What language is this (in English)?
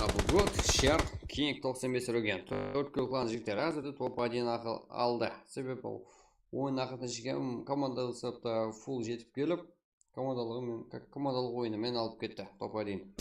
Kara-Kalpak